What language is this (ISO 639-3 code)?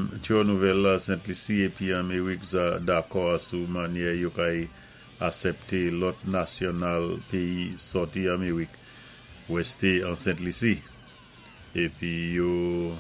acf